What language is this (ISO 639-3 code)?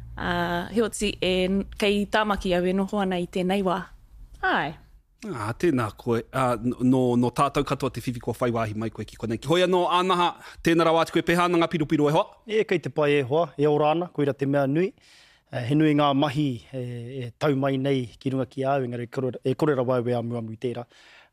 mri